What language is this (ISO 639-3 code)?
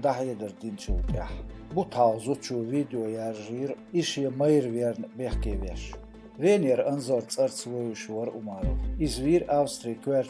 che